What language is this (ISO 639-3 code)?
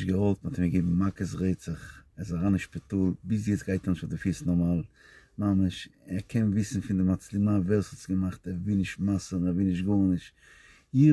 yid